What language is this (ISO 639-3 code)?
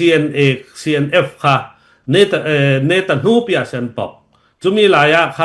cfm